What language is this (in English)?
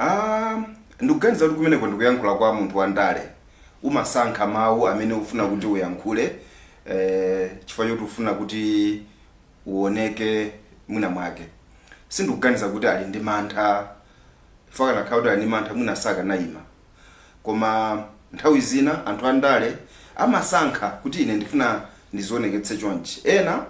Nyanja